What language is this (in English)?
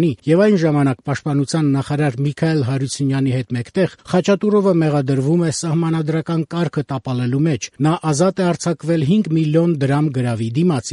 Armenian